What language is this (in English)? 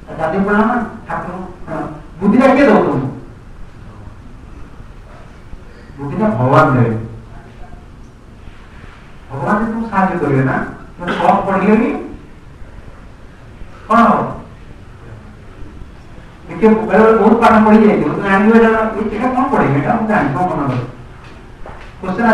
Odia